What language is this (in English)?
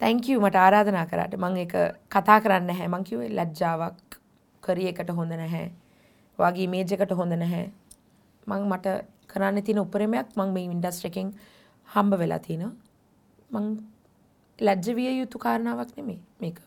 Sinhala